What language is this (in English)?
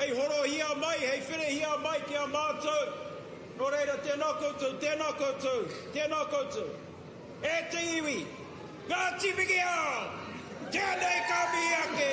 Māori